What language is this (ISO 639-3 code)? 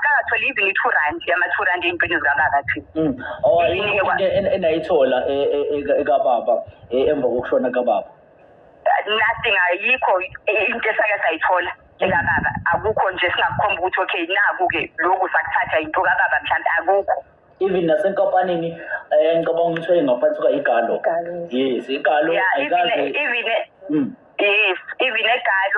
zul